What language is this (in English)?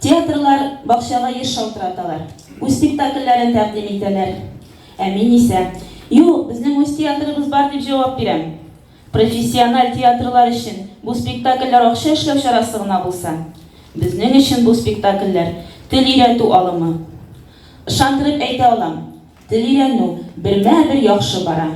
Tatar